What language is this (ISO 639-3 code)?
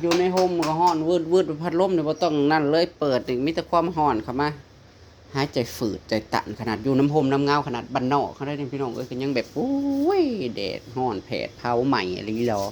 tts